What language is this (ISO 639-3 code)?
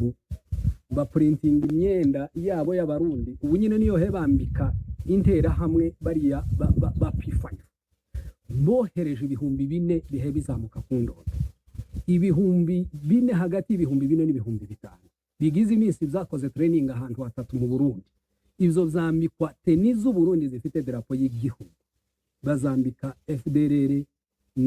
kin